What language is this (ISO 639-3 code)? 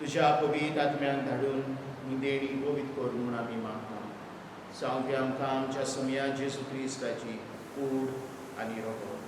kok